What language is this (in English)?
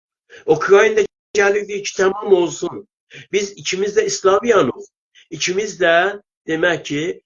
South Azerbaijani